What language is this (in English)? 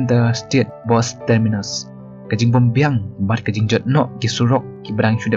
Khasi